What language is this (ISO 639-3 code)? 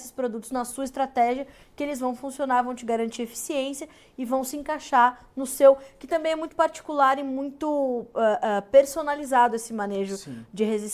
por